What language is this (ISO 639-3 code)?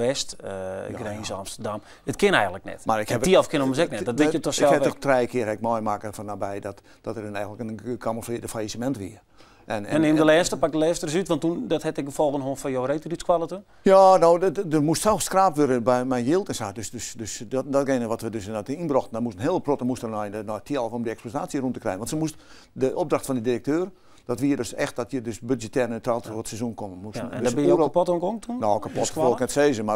fry